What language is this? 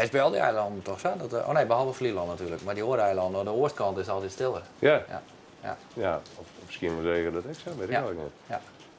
Western Frisian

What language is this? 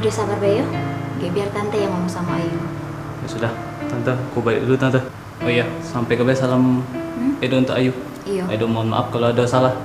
Musi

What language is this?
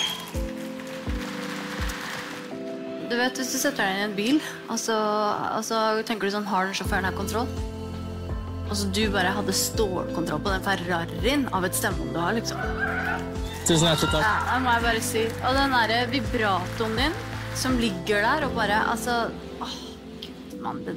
Norwegian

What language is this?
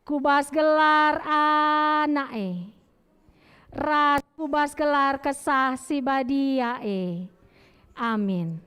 Batak Karo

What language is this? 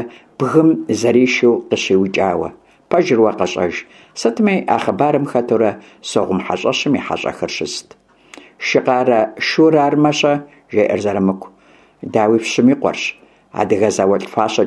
Kabardian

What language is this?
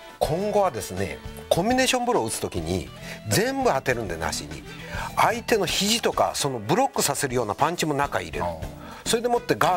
Japanese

